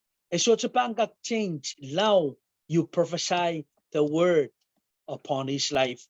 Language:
Pohnpeian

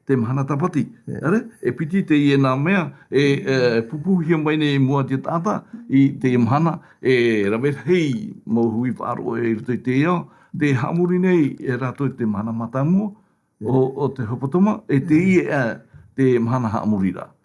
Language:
Tahitian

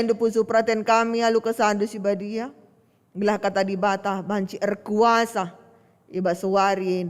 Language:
Batak Karo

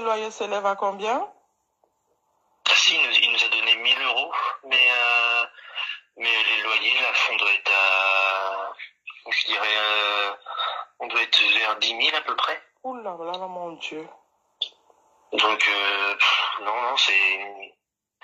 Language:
French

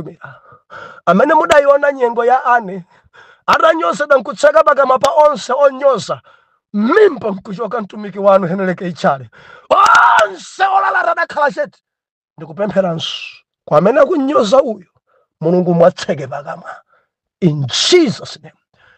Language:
Nyanja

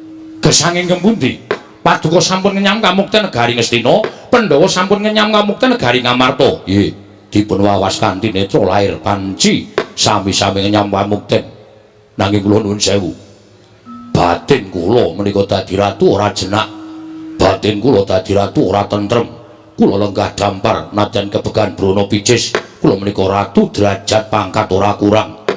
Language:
Javanese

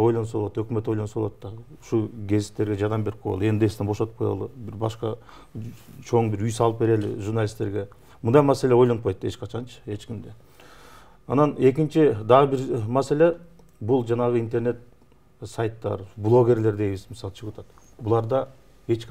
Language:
Kyrgyz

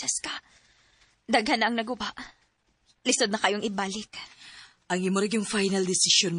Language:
Cebuano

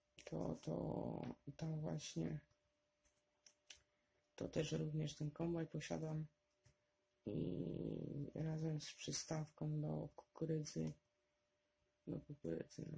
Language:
Polish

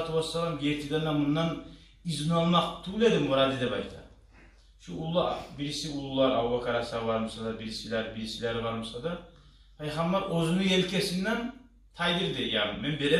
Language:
Kumyk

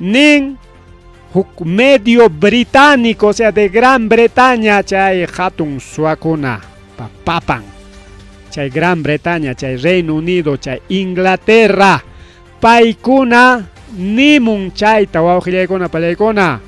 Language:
Ayacucho Quechua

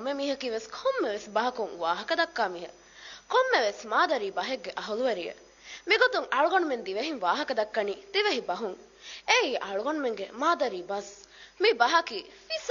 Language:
Divehi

